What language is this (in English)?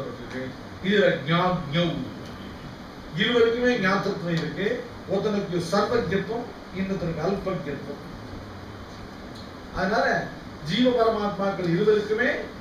Tamil